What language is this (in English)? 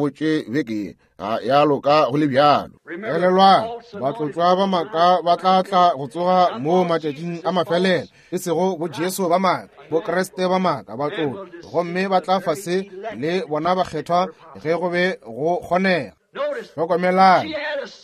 Northern Sotho